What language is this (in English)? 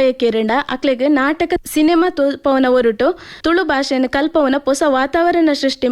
Tulu